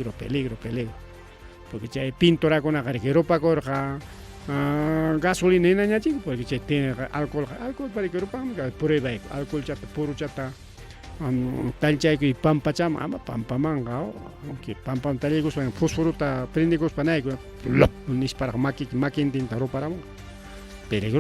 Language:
Ayacucho Quechua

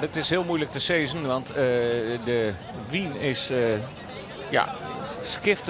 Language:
Western Frisian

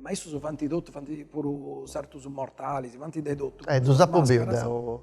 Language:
Sardinian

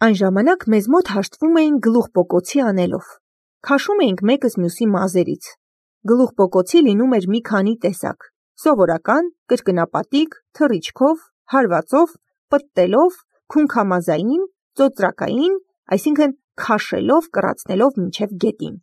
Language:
Armenian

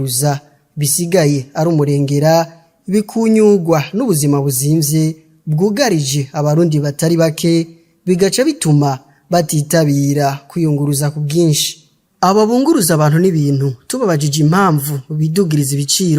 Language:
Rundi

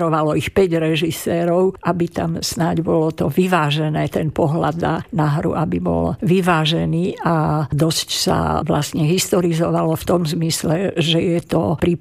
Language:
Slovak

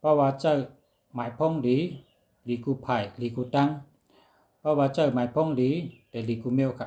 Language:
Shan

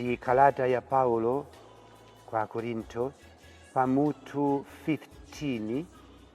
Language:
Nyanja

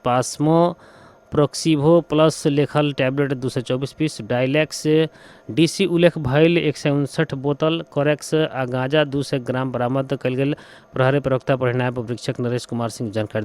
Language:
Bhojpuri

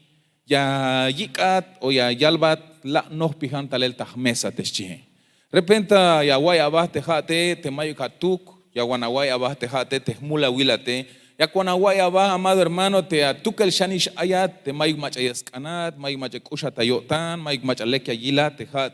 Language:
Tzeltal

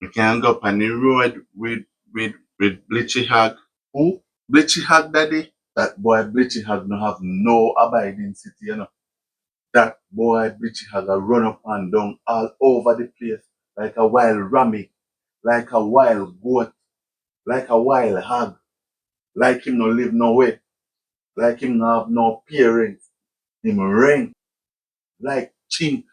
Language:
Jamaican Creole English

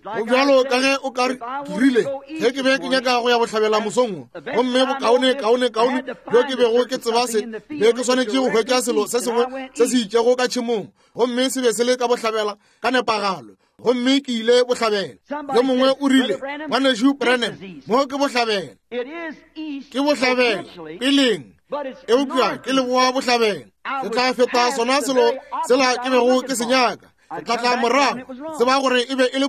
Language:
Northern Sotho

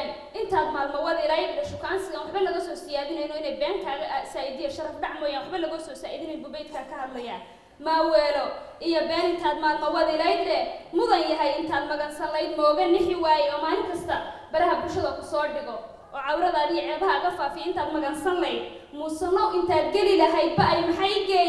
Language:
Somali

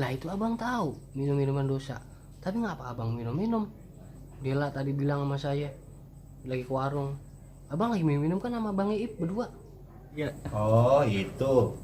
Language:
Betawi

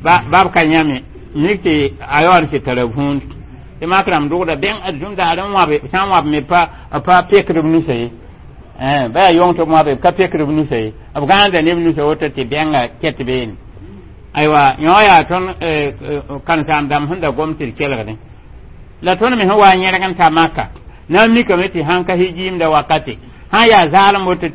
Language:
Mossi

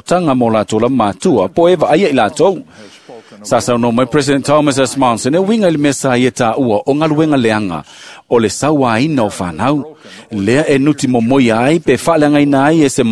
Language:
Samoan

